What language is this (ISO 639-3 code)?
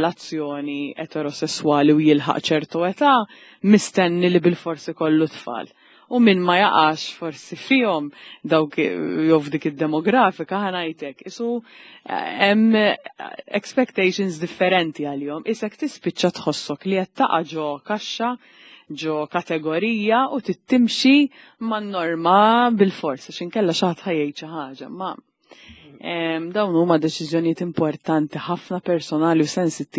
mlt